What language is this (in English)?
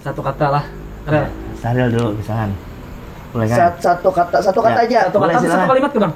Banjar